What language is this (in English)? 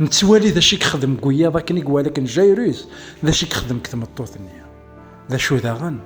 Kabyle